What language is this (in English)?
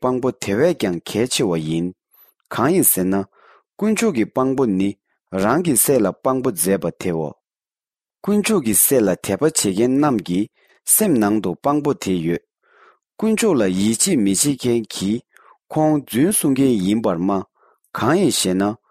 Tibetan